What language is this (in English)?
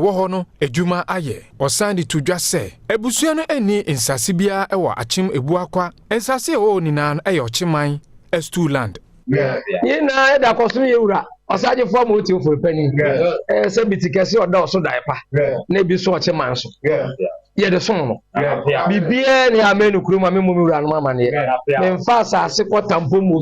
Akan